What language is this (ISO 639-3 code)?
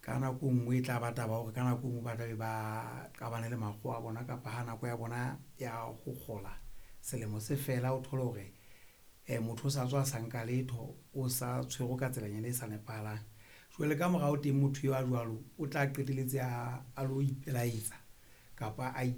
sot